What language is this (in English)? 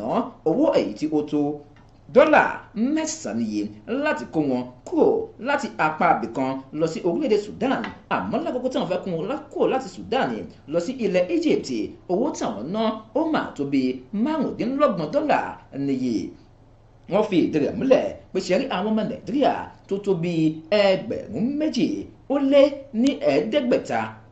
Yoruba